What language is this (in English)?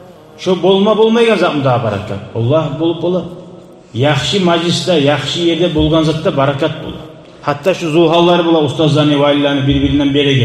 Kumyk